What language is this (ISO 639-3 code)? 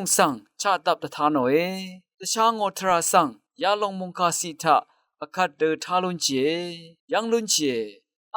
raw